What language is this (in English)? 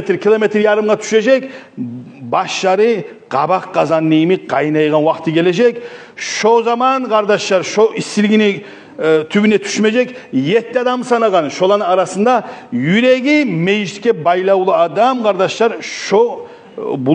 Kumyk